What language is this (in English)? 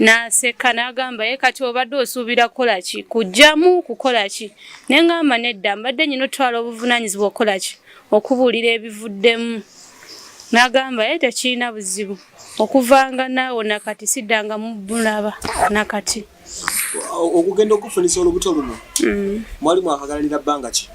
Ganda